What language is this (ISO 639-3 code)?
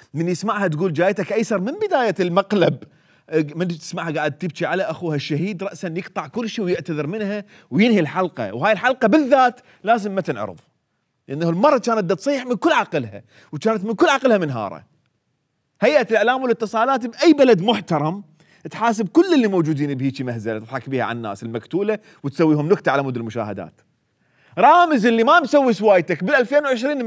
acm